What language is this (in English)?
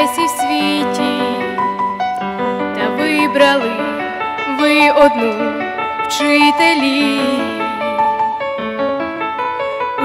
Ukrainian